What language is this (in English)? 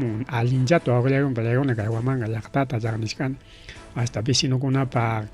Ayacucho Quechua